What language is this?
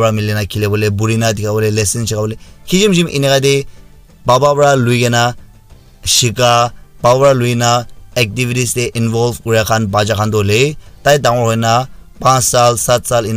Naga Pidgin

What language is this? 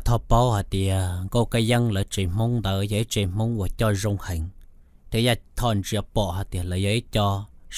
Hmong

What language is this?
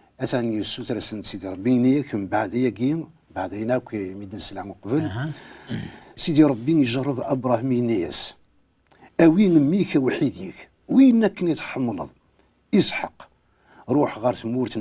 Kabyle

